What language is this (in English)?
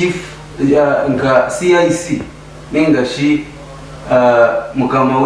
Nyankole